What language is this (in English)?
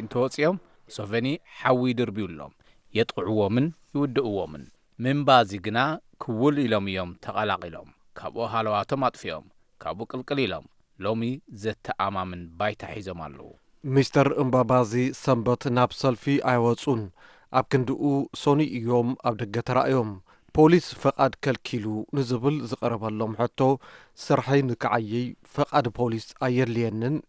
Tigrinya